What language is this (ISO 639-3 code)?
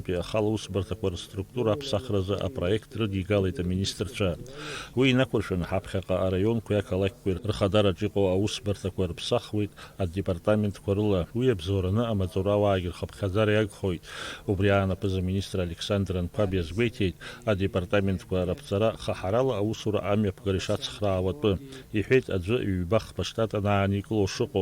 abk